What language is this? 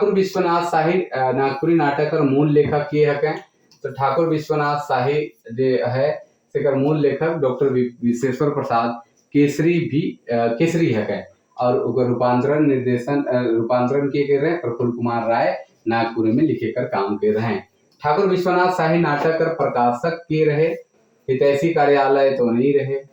Sadri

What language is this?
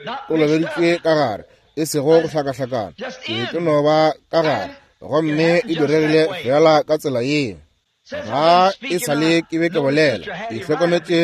Northern Sotho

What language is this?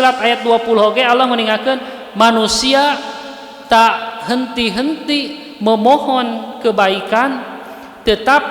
Sundanese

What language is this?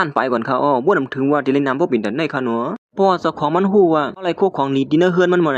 Shan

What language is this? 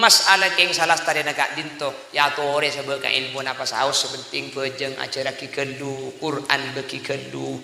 Madurese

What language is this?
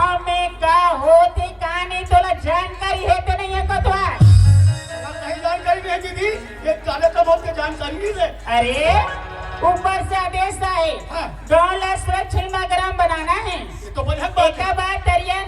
Chhattisgarhi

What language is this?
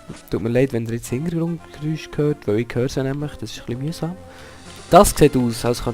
Swiss German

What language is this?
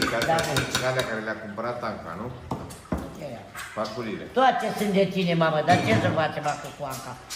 Romanian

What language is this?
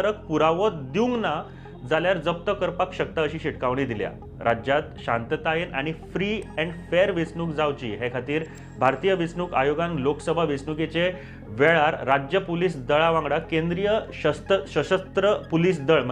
Konkani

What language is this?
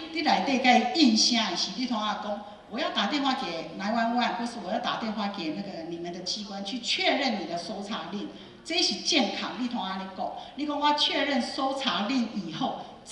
Min Nan Chinese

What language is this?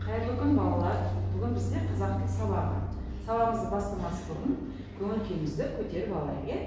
Kazakh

